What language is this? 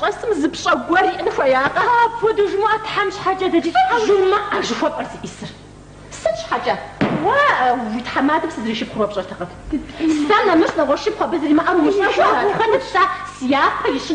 Kabardian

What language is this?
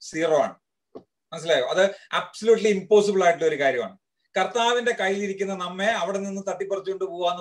Malayalam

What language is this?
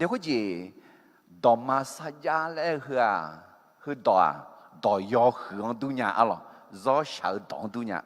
Akha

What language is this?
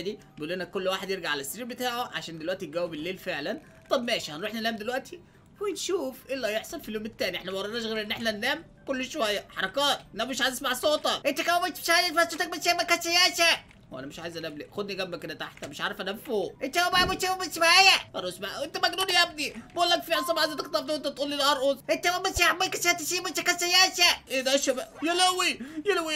Egyptian Arabic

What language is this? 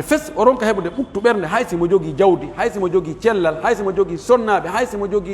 Pular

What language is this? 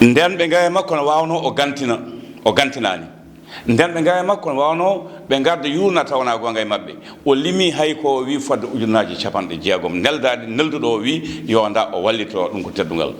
Fula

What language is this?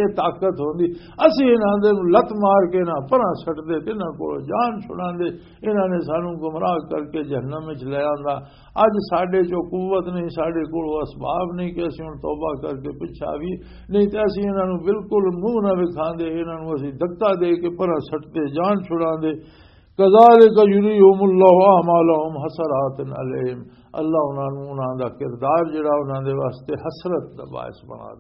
Western Panjabi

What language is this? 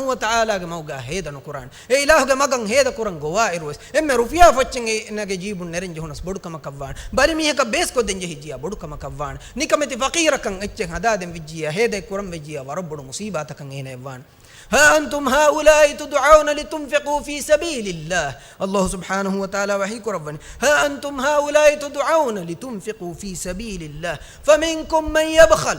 Divehi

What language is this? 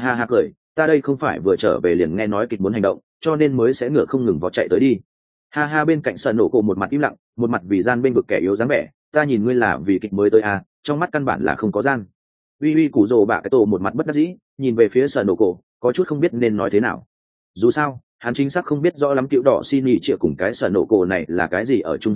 Vietnamese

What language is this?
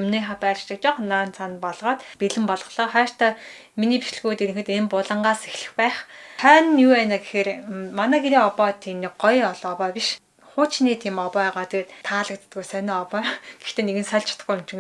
Mongolian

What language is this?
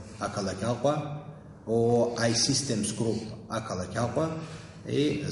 Abkhazian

